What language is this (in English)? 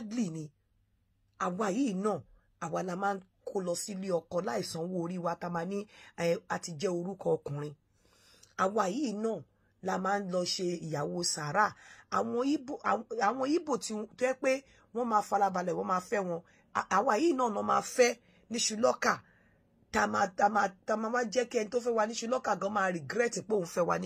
Yoruba